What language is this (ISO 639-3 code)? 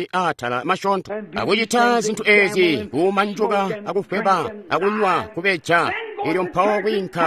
toi